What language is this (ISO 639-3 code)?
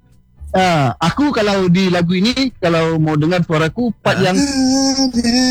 ind